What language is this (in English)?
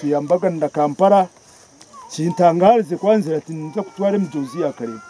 Nyankole